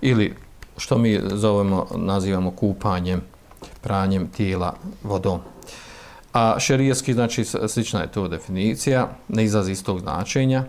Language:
Bosnian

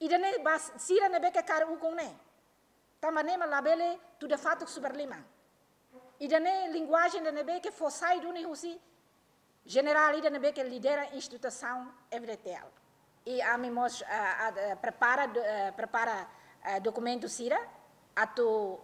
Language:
Tetum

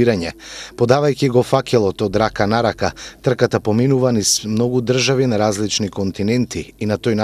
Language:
Macedonian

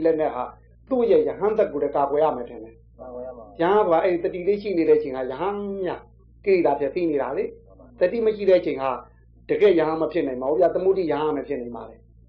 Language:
Burmese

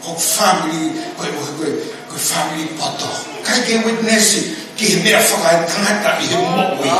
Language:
Tongan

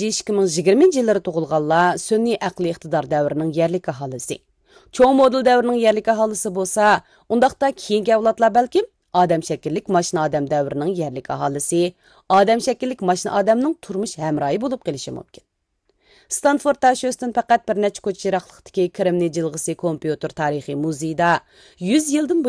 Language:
Uyghur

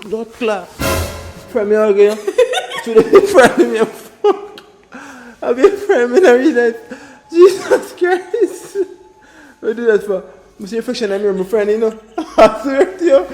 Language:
Jamaican Creole English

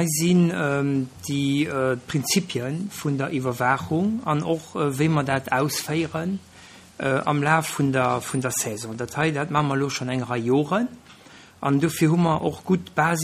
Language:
Luxembourgish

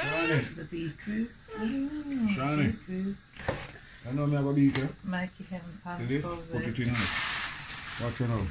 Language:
Jamaican Creole English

